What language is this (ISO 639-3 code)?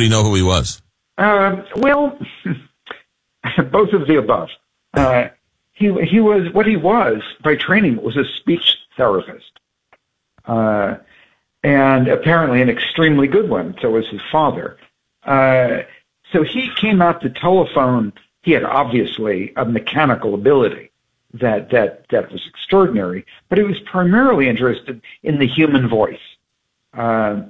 eng